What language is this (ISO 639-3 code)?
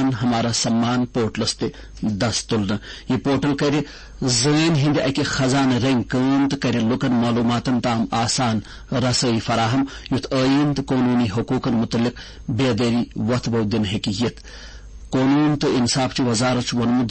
kas